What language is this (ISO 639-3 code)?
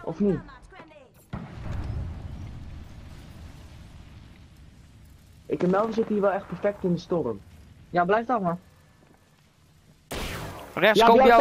nld